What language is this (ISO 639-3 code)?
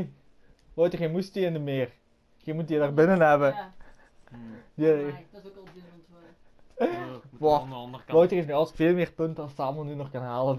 nld